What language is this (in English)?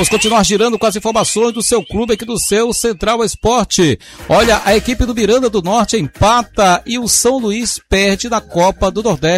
Portuguese